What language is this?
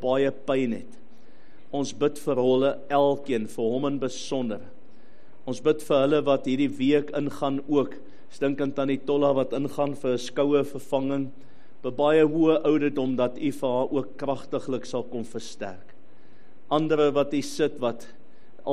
Afrikaans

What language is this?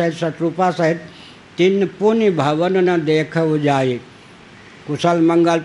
Hindi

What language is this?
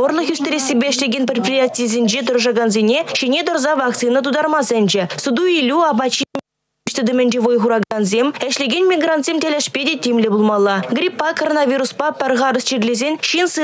Chuvash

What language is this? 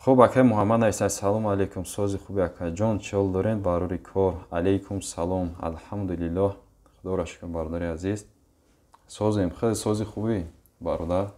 Tajik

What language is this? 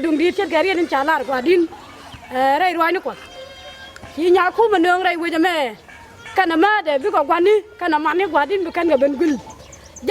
Nuer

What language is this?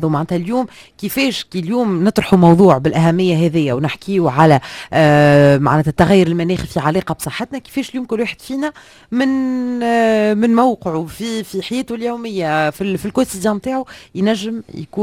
Tunisian Arabic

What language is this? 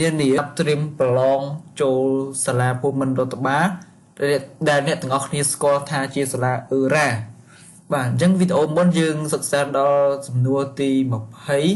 Khmer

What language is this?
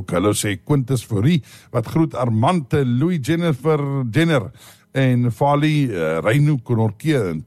Afrikaans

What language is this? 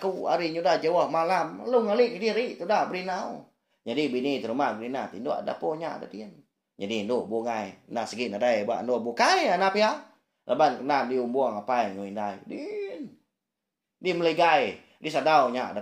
Iban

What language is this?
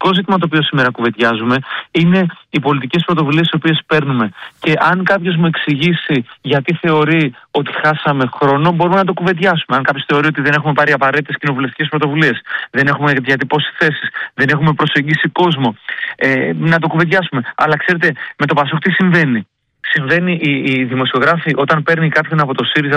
Greek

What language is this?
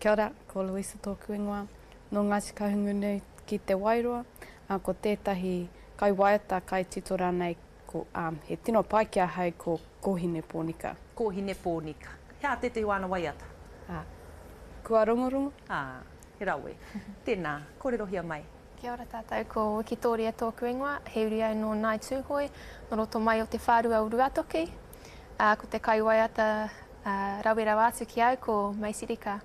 Māori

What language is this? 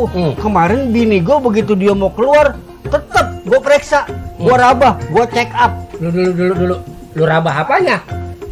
Betawi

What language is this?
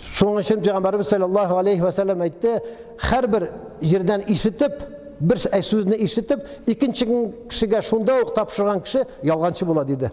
Tatar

